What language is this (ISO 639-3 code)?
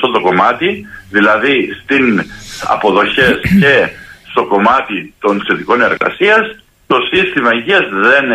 ell